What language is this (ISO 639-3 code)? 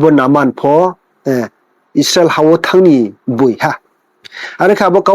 ria